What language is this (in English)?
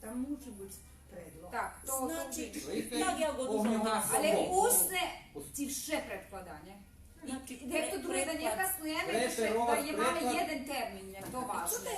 Rusyn